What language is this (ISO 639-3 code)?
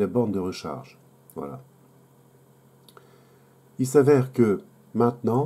fra